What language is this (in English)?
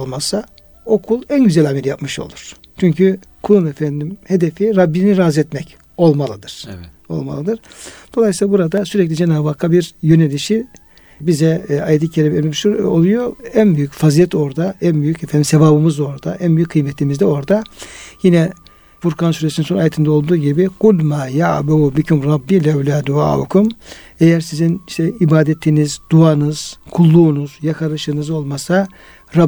Turkish